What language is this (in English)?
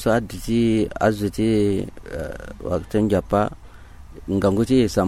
Sango